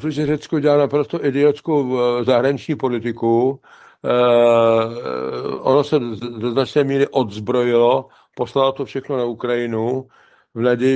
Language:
Czech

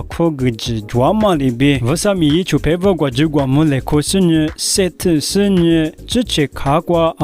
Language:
Lisu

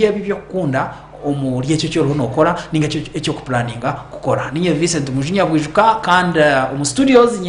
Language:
Nyankole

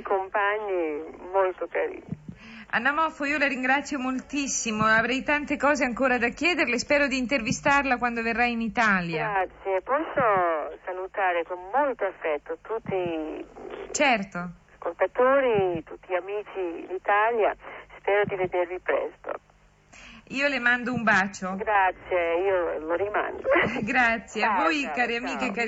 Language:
Italian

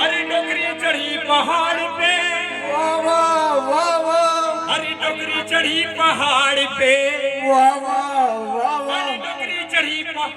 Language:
Chhattisgarhi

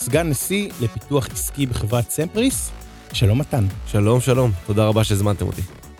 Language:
Hebrew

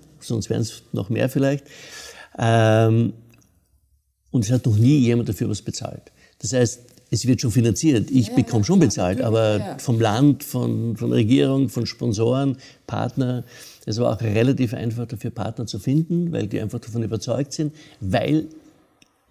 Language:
German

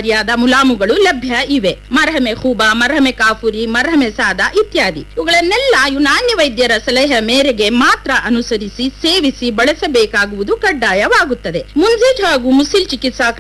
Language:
Kannada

